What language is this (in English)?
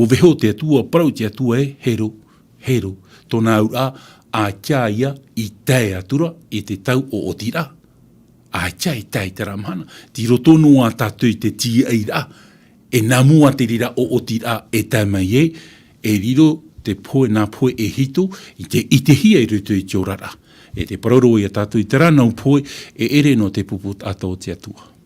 Tahitian